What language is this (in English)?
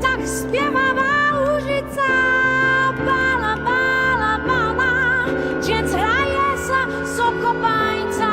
Upper Sorbian